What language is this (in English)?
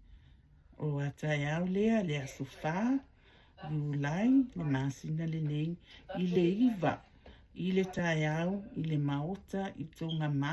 Samoan